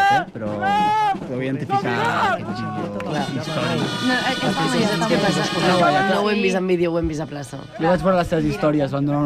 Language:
Catalan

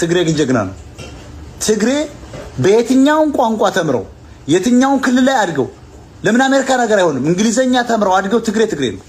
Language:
Amharic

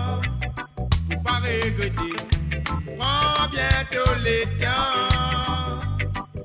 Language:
Morisyen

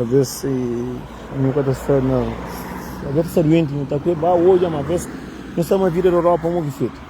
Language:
Kabuverdianu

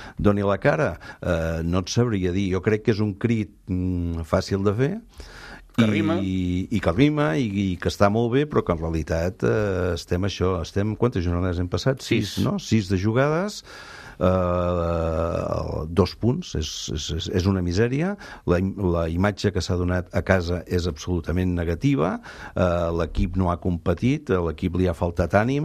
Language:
Catalan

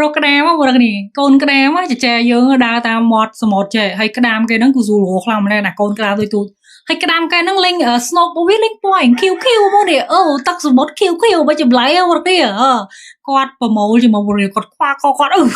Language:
Khmer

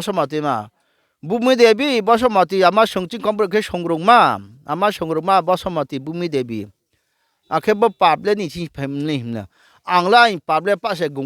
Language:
Riang (India)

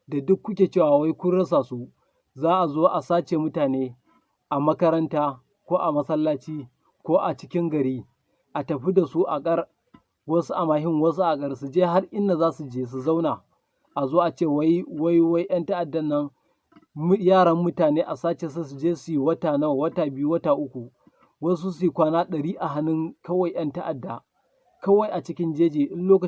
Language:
Hausa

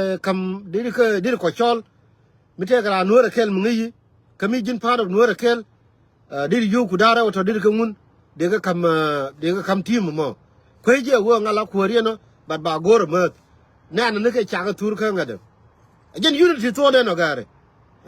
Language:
Nuer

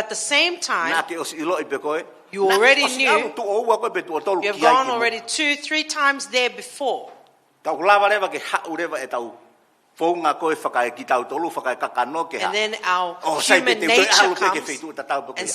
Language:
Tongan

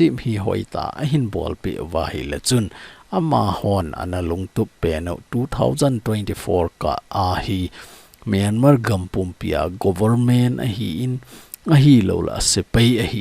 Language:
Thado Chin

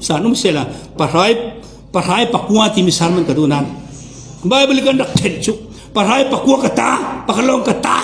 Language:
Falam Chin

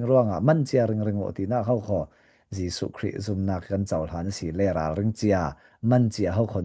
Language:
Falam Chin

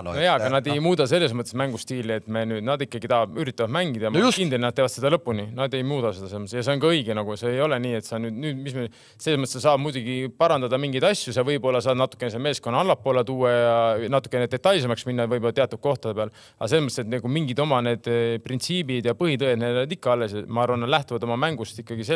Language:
Estonian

